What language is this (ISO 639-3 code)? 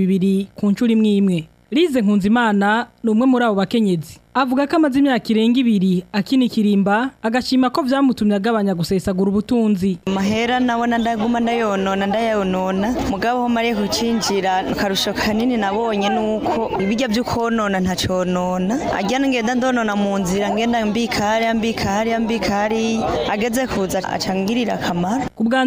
run